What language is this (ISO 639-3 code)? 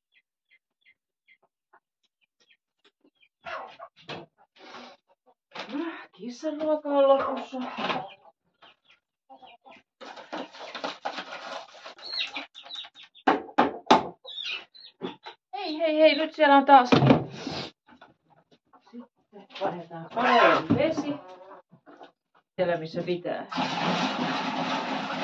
fin